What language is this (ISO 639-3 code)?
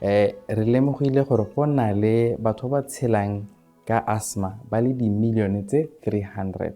tsn